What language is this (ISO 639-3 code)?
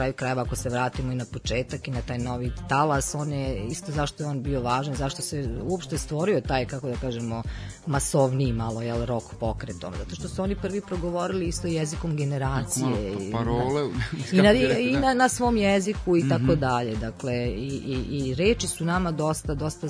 srp